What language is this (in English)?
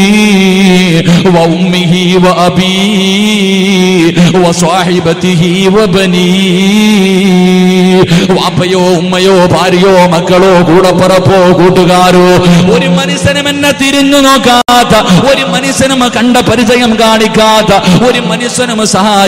Malayalam